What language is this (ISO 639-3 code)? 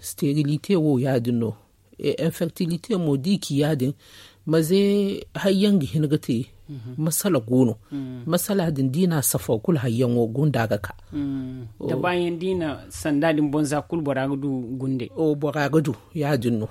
dje